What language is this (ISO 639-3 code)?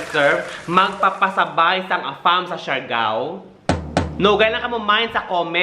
hil